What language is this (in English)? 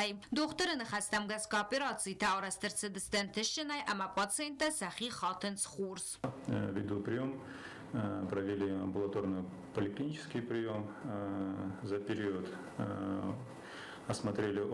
Ossetic